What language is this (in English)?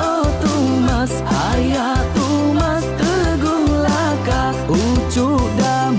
Iban